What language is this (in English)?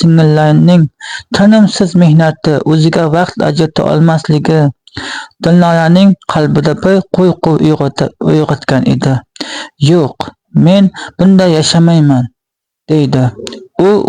Uzbek